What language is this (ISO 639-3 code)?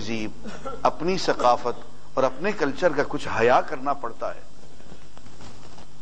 urd